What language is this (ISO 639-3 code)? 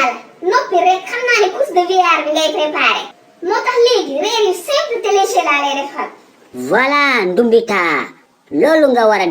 wol